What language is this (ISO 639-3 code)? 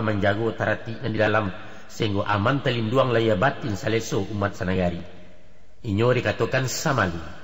min